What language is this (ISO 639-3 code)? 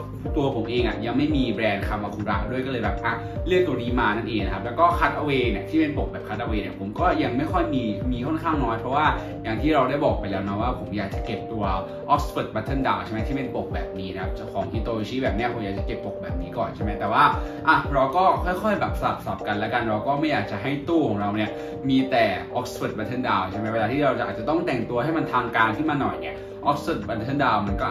tha